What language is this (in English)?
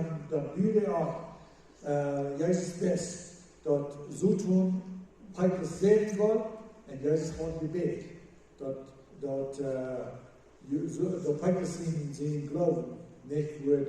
Plautdietsch